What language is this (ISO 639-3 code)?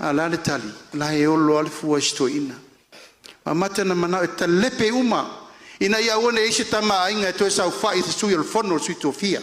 smo